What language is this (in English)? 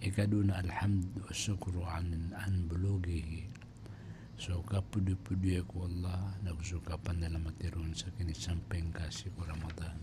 Maranao